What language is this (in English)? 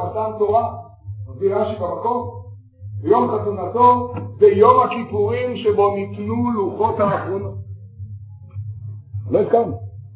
Hebrew